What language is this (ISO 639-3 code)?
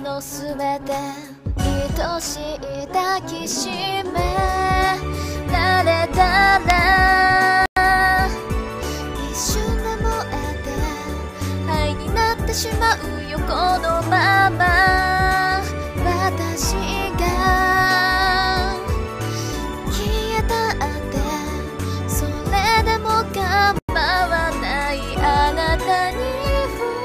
jpn